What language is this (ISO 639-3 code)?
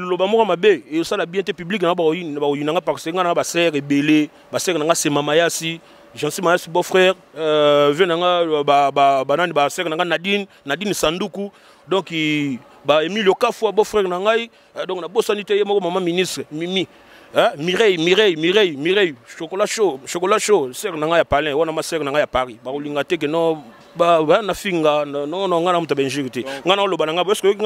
lin